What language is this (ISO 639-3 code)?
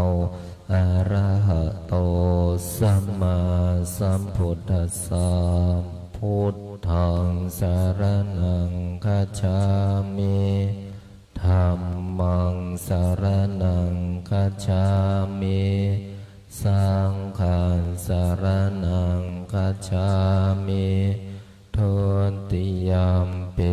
pli